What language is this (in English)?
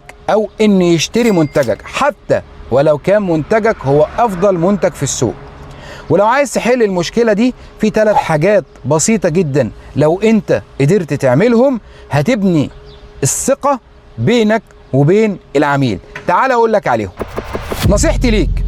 Egyptian Arabic